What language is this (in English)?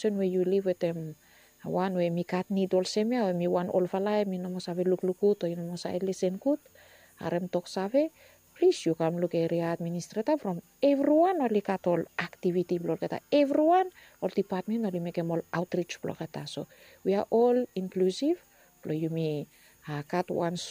Bislama